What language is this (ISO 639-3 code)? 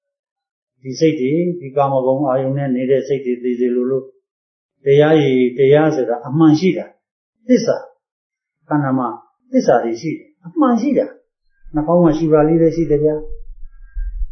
mya